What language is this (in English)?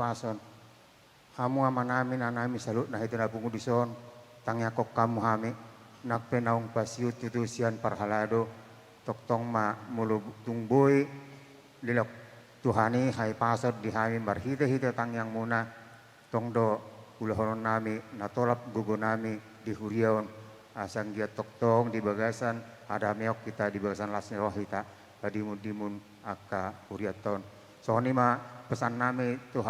Batak Toba